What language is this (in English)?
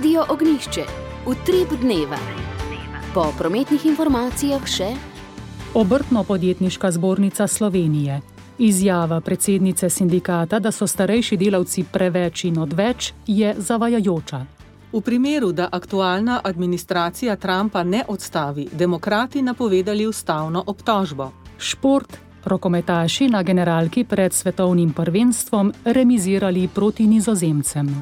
Slovenian